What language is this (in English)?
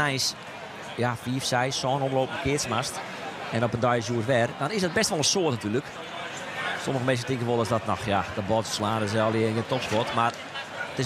Western Frisian